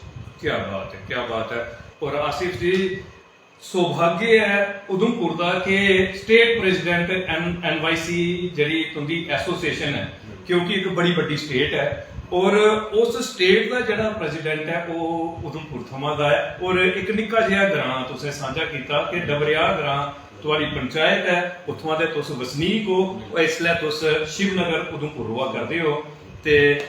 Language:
Dogri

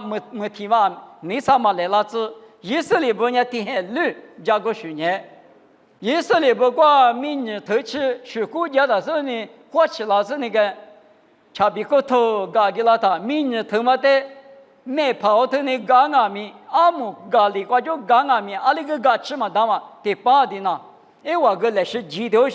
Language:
Lisu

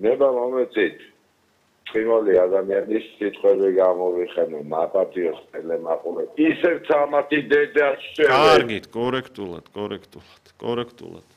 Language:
Georgian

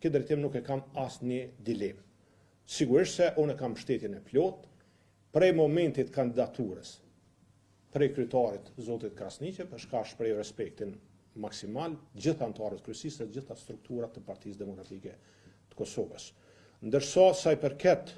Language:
Albanian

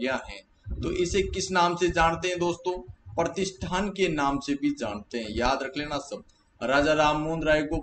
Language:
Hindi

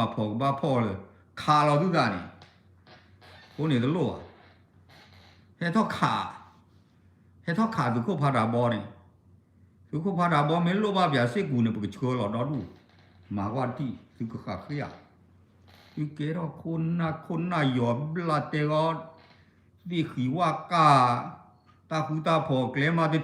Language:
S'gaw Karen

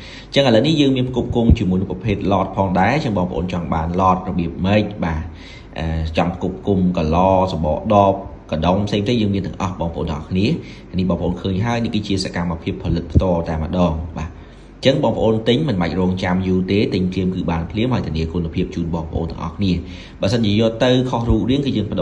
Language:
Khmer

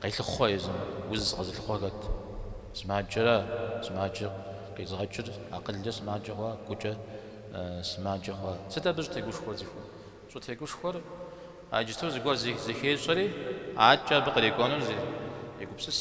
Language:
Kabardian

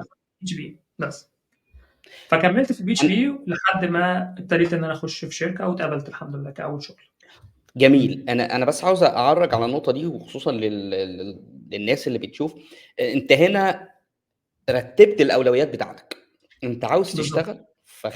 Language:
Egyptian Arabic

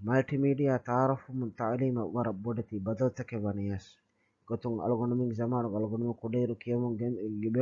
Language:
Divehi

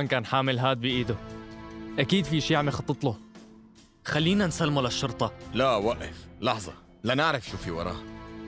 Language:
North Levantine Arabic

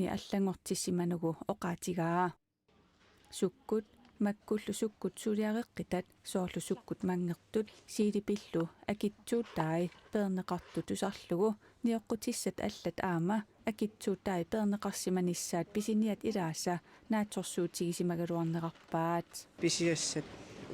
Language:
Kalaallisut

